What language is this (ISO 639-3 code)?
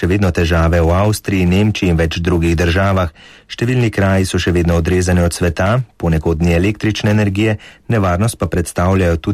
slv